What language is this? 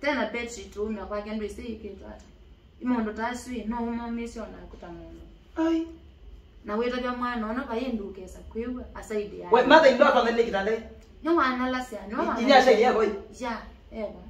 Kamba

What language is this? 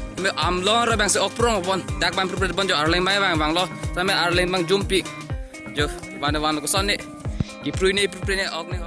Karbi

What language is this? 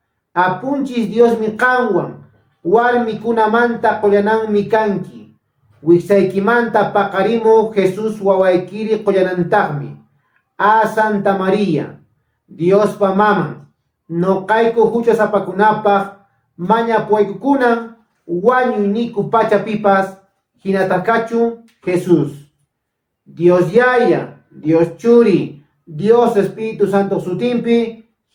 Quechua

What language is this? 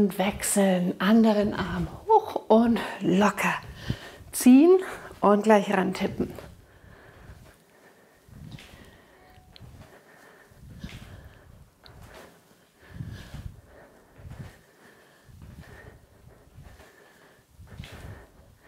German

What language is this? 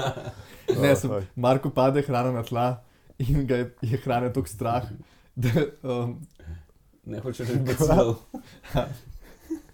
Slovenian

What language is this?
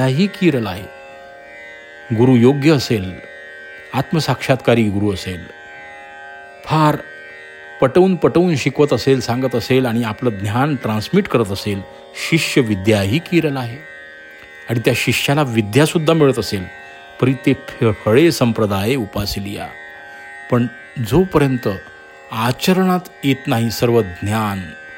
Marathi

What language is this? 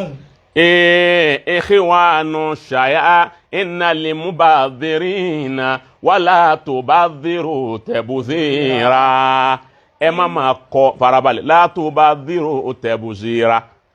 Yoruba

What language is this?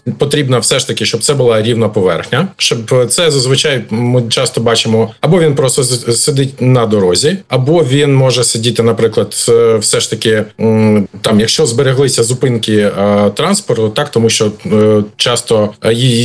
Ukrainian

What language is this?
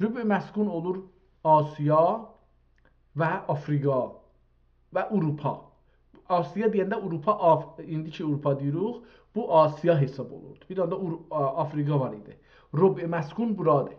South Azerbaijani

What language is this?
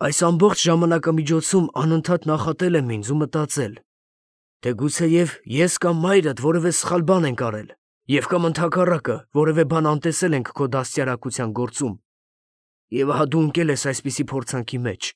Armenian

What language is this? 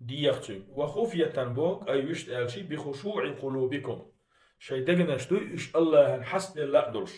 Chechen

